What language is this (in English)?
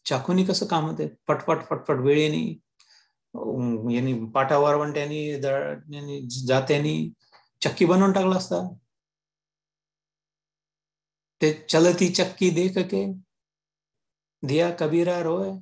Marathi